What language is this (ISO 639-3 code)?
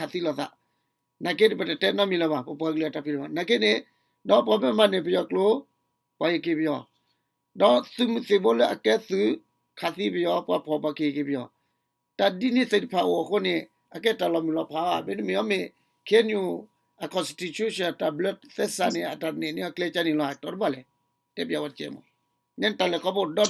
ksw